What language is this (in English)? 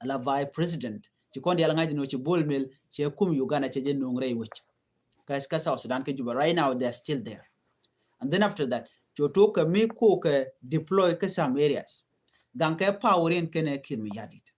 Nuer